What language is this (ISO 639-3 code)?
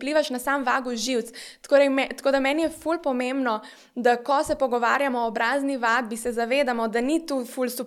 slv